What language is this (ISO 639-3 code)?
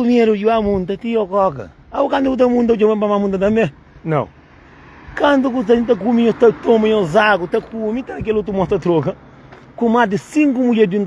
kea